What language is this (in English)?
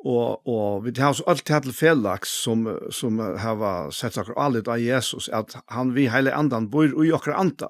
Faroese